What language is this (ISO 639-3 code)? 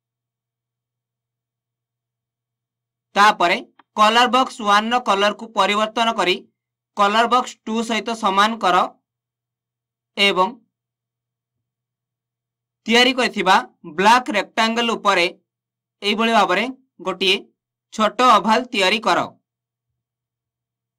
ori